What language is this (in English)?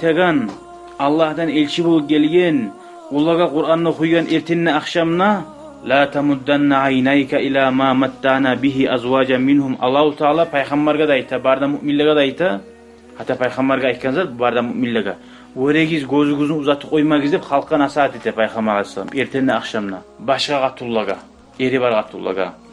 Kumyk